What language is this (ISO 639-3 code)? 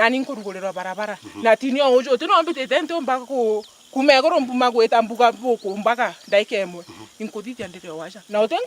mer